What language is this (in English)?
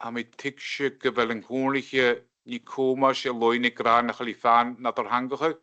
Scottish Gaelic